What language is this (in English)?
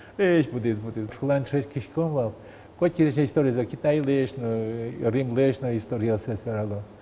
Udmurt